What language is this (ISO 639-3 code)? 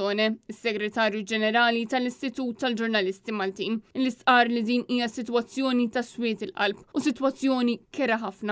mlt